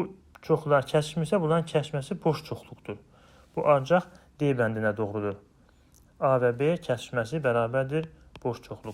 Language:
Azerbaijani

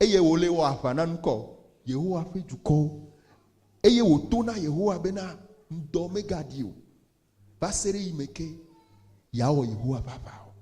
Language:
Ewe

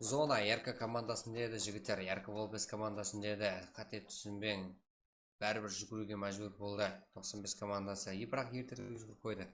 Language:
Kara-Kalpak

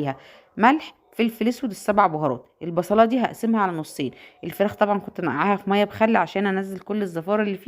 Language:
Egyptian Arabic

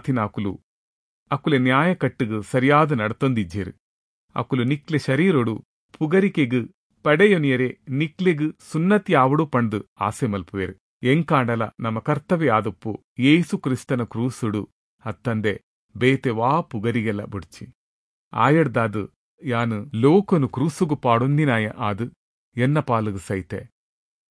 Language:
Tulu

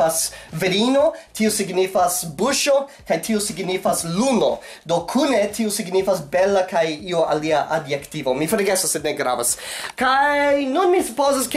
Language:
Esperanto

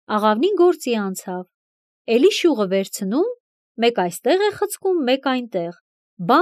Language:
Armenian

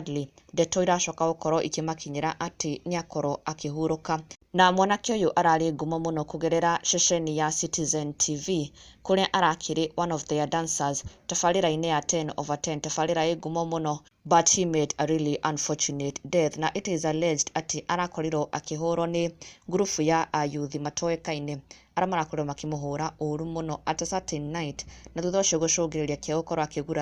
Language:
Kikuyu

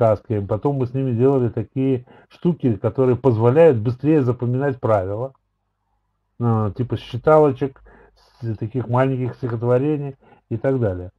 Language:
Russian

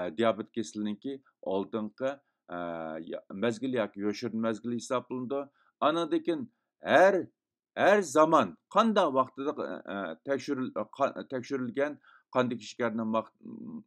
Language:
Uyghur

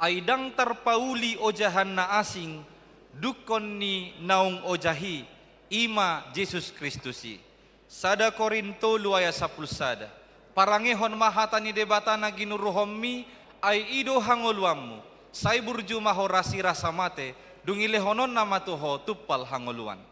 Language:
Batak Toba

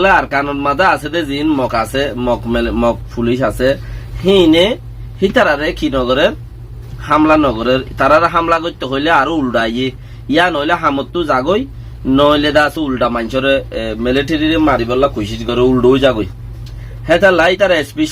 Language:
Rohingya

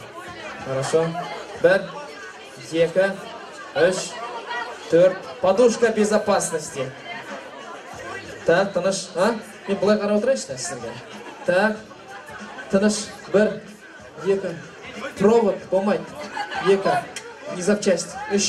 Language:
Kazakh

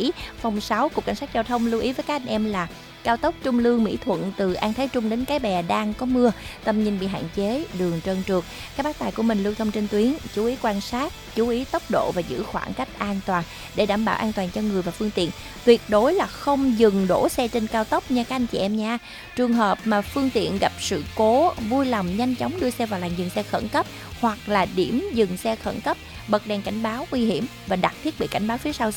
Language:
Vietnamese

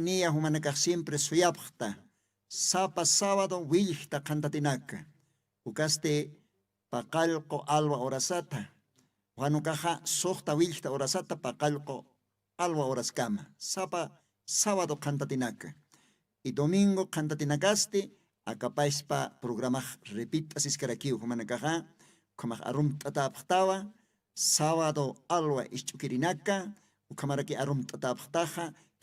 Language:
Aymara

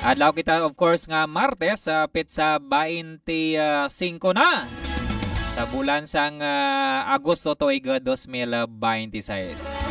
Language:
Hiligaynon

